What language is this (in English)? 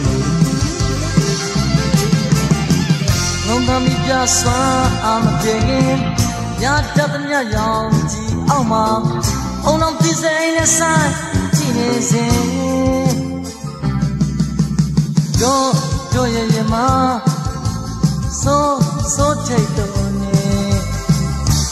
Burmese